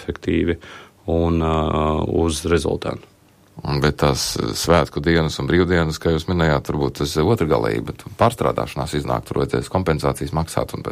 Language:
Latvian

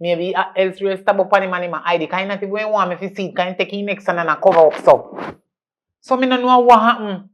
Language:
Jamaican Creole English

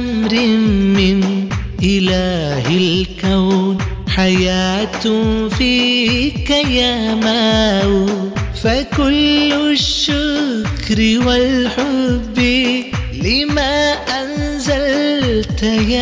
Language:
Malayalam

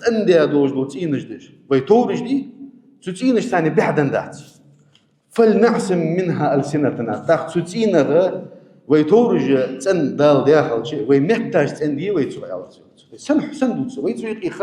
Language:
Ingush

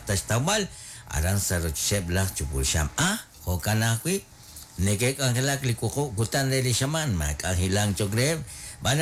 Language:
Kekchí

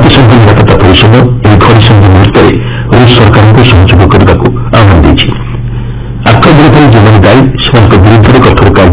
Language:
Odia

